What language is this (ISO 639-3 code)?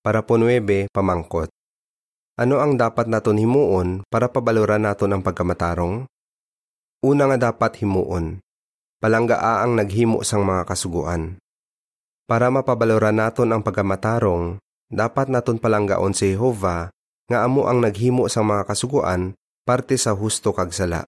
hil